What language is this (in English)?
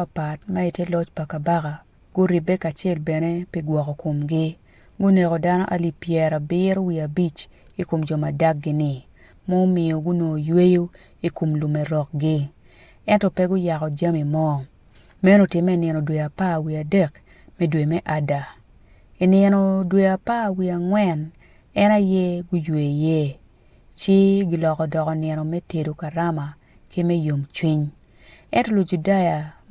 Acoli